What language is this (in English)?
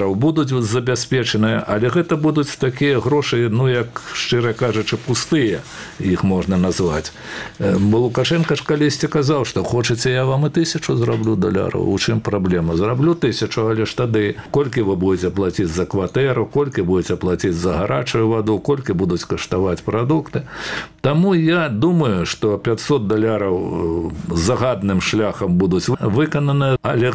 Belarusian